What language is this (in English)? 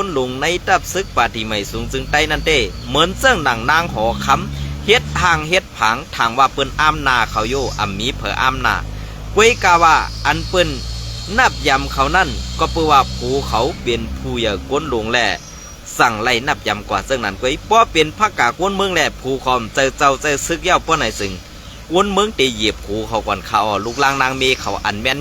Shan